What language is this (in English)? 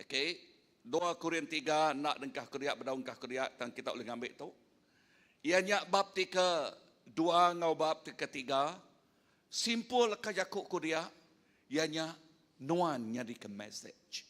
Iban